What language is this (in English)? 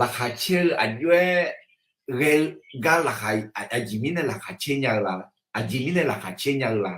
Akha